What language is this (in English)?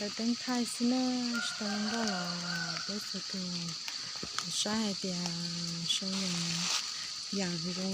Hmong